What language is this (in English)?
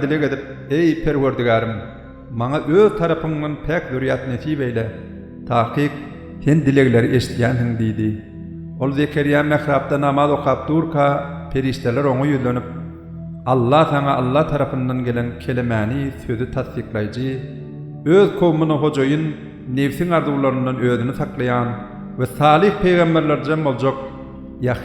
Turkmen